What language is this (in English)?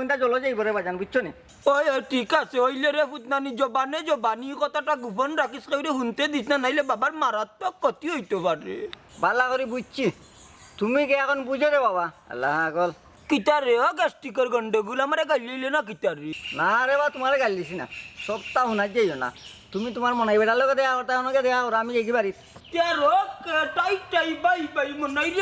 Sylheti